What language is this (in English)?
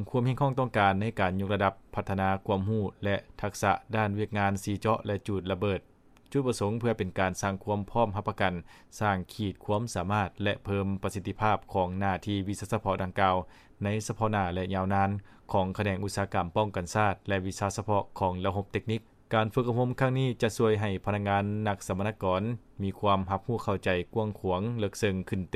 Lao